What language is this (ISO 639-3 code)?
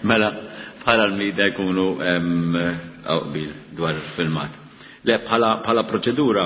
mlt